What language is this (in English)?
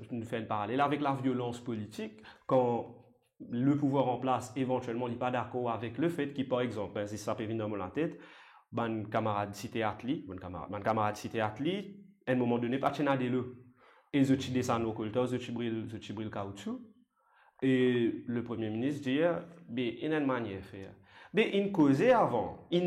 Morisyen